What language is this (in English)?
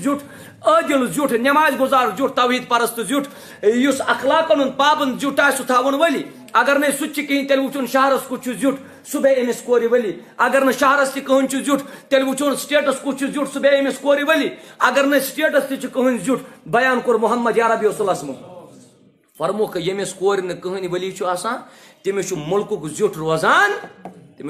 Kashmiri